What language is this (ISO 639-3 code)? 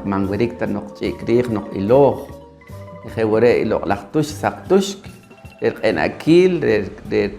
poh